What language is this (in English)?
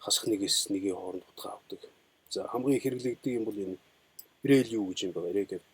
Mongolian